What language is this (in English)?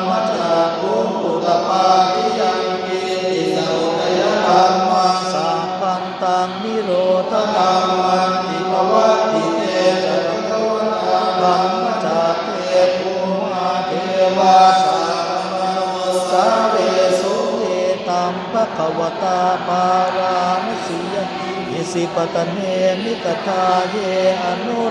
Pali